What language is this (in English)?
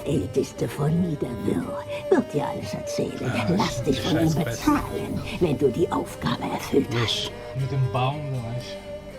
Swiss German